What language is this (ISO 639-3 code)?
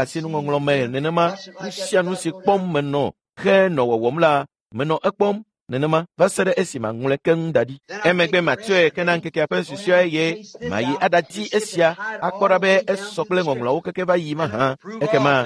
ewe